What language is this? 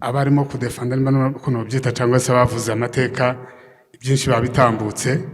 Kinyarwanda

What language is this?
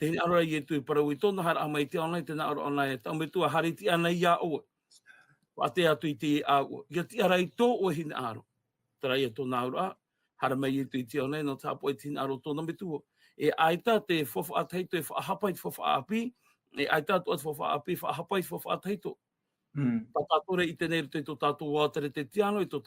Tahitian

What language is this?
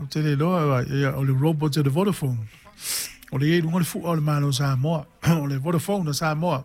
Samoan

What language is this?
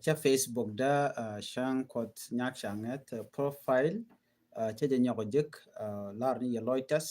Nuer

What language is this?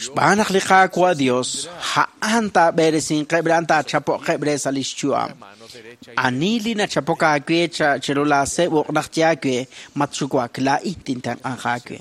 Kekchí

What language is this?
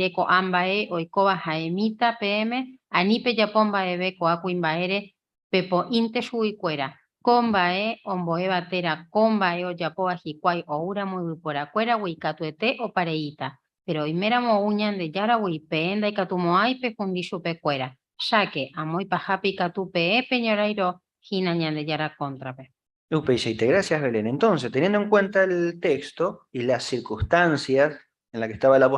Guarani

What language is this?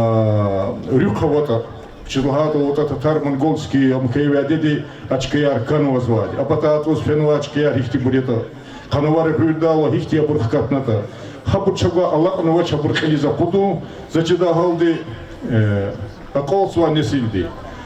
Lezghian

